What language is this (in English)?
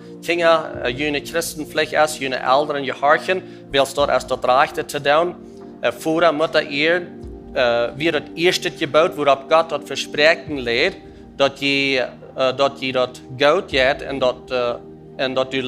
Plautdietsch